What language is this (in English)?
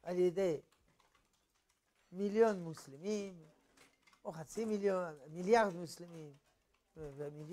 Hebrew